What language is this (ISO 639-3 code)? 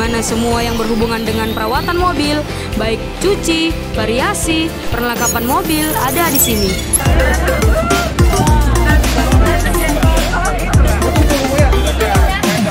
ind